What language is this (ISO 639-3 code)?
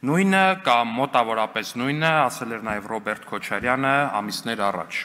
hye